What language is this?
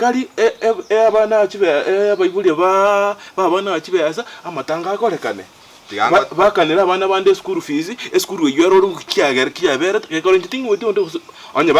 Gusii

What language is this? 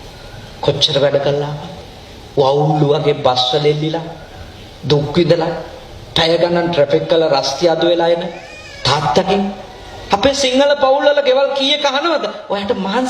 Sinhala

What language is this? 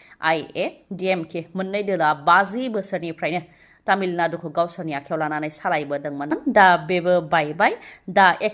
Bodo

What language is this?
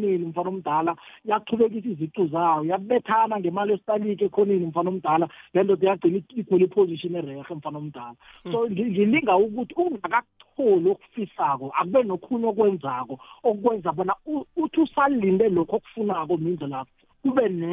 South Ndebele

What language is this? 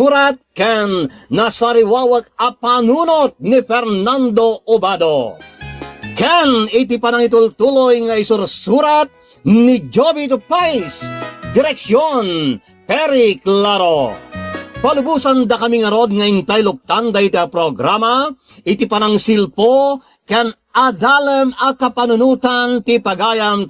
Iloko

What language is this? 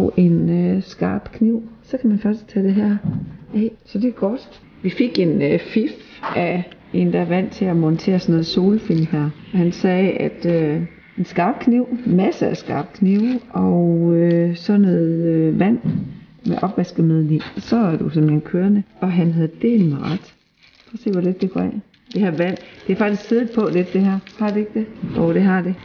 Danish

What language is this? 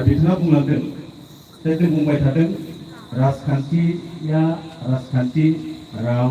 Bodo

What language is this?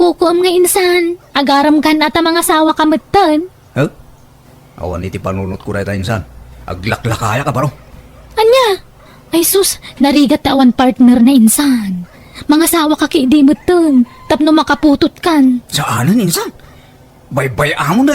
Iloko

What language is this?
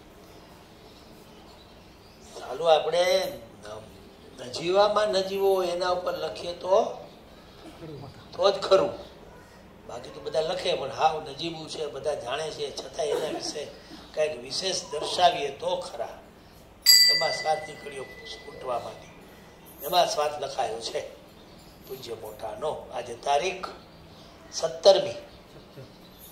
Gujarati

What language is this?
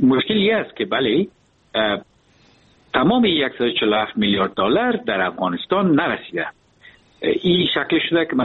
Persian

